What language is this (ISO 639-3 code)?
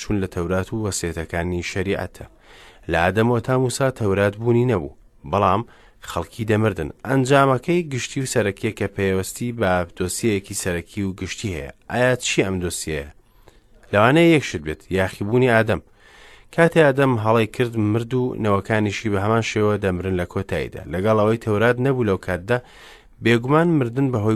ckb